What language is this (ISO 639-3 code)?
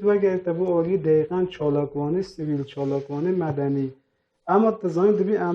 kur